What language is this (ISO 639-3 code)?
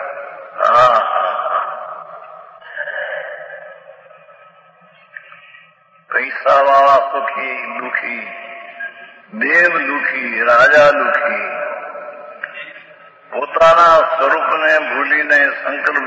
guj